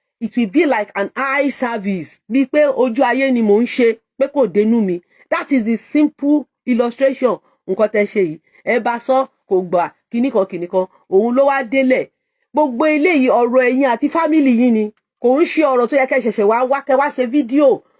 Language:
Yoruba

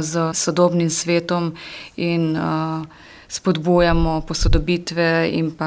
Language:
Slovenian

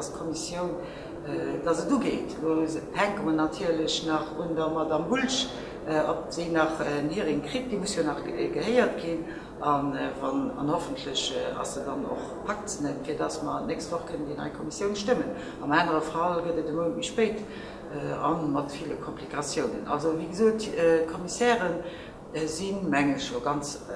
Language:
Luxembourgish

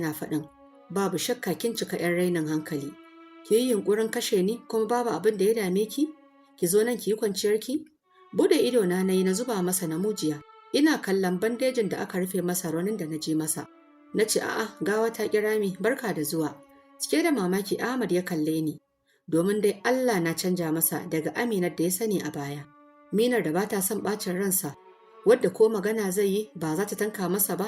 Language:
Hausa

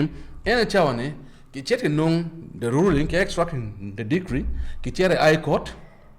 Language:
Acoli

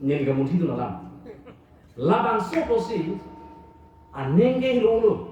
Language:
Karbi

